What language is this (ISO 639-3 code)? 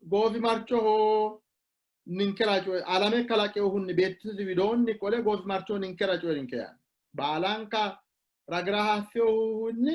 sid